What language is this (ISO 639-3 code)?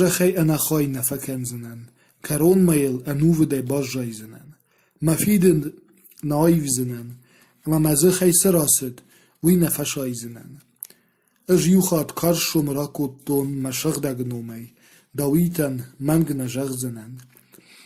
oss